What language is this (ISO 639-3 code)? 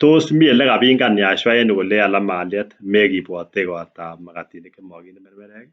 kln